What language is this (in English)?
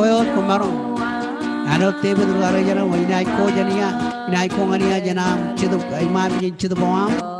Marshallese